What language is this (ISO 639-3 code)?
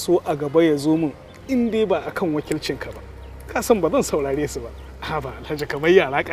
hau